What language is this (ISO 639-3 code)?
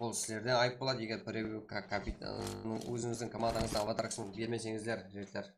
kaa